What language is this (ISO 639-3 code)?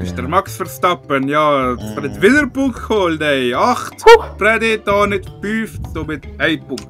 gsw